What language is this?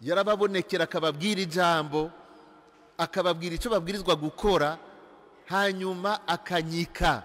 Rundi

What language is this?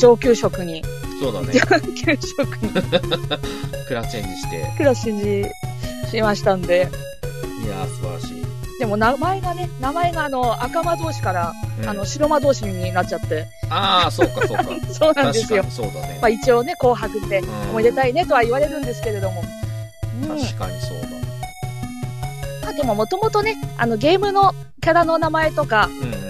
Japanese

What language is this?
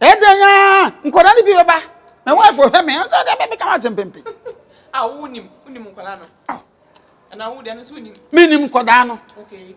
Akan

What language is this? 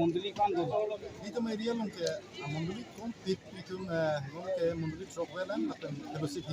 Karbi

